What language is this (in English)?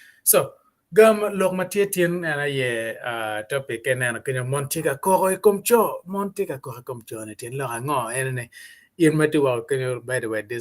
Acoli